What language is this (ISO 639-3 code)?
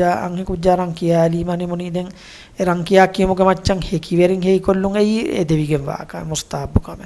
div